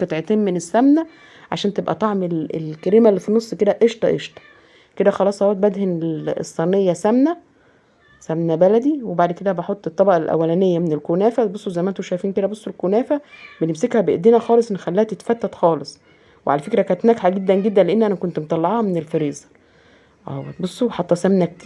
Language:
Egyptian Arabic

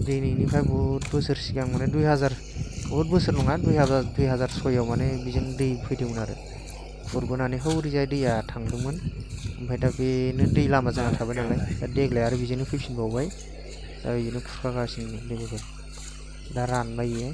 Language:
Bodo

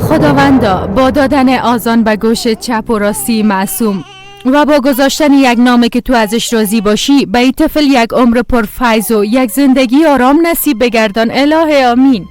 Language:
Persian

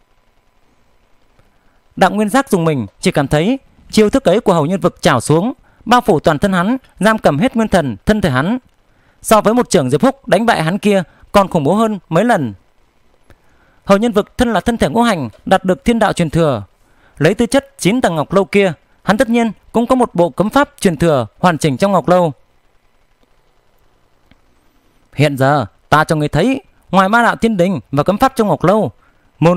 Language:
Vietnamese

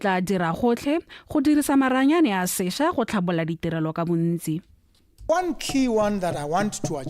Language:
Tswana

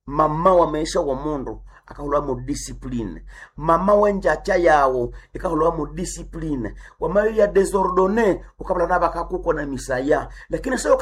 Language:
Nande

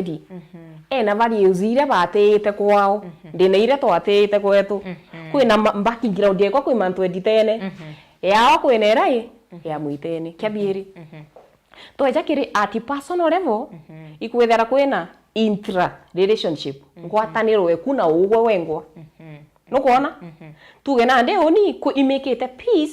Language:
Meru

